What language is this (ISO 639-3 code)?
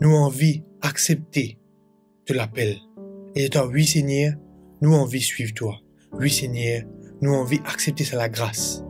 mfe